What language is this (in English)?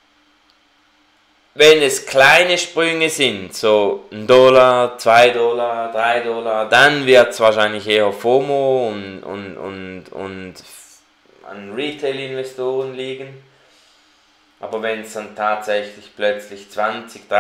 German